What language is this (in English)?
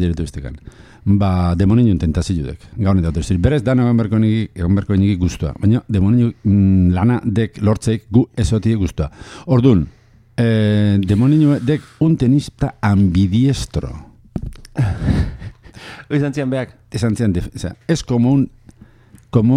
Basque